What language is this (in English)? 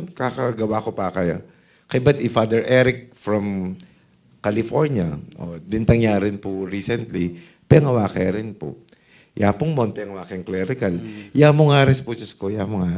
Pampanga